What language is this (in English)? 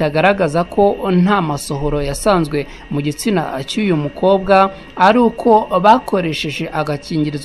Kinyarwanda